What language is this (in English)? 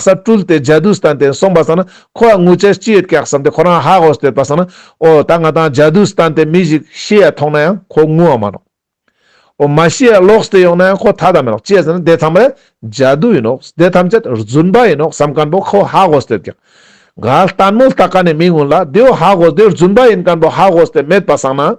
Ladakhi